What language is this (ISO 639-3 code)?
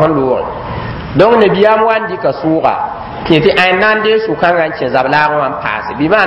mos